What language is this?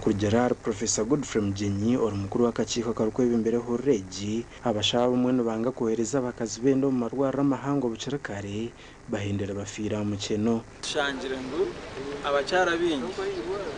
Nyankole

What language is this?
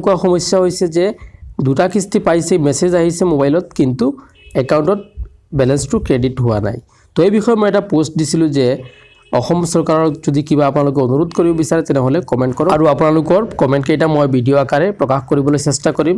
Assamese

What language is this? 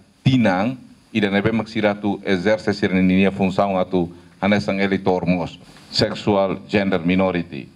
Tetum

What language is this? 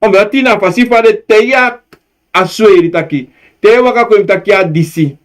Sranan Tongo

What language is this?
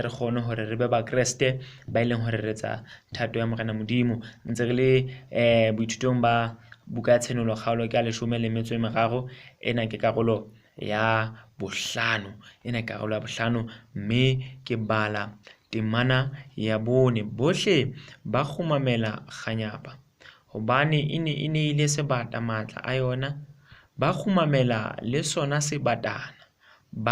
Southern Sotho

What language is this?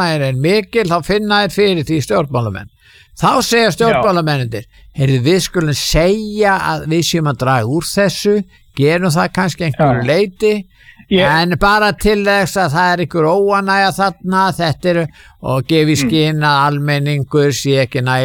Icelandic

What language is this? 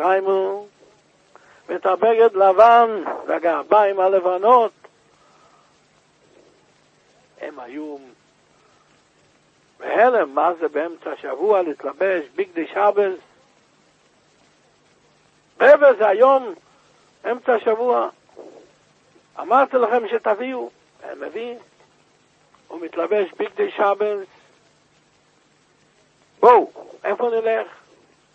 Hebrew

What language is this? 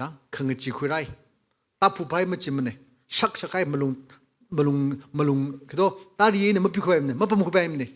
Tangkhul Naga (India)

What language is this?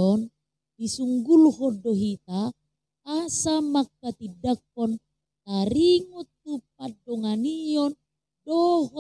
Batak Toba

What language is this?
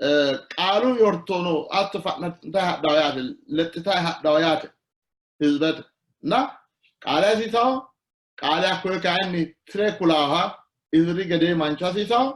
Sidamo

